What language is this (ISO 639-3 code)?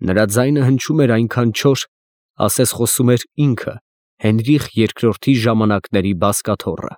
hye